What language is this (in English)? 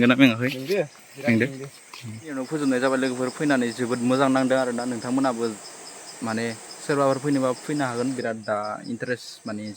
Bodo